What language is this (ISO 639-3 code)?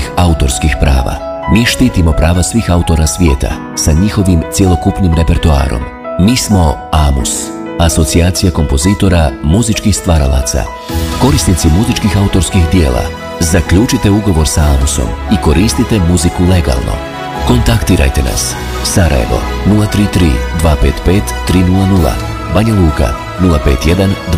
bos